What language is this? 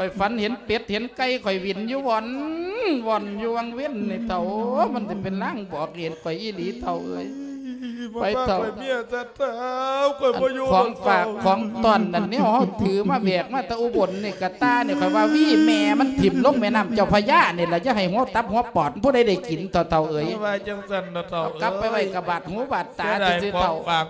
Lao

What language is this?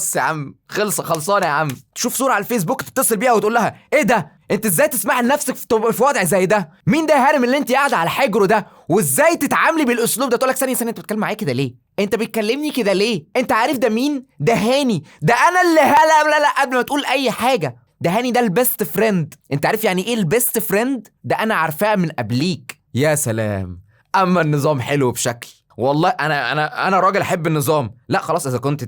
Egyptian Arabic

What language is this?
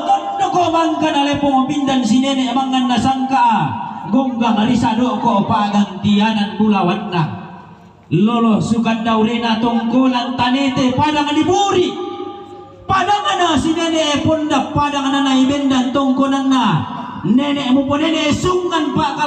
Toraja-Sa'dan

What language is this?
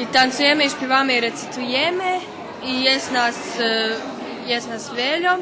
Rusyn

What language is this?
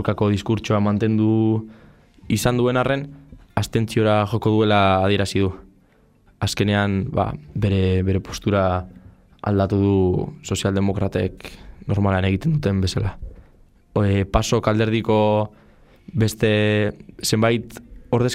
Basque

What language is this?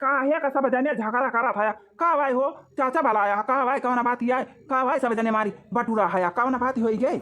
Awadhi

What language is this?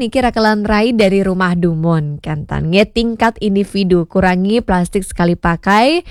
Balinese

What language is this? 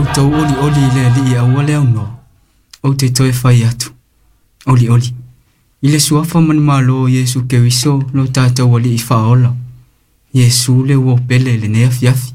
Samoan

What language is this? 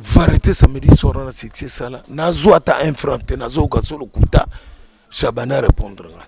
Lingala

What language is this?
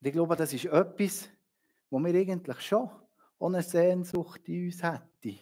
Swiss German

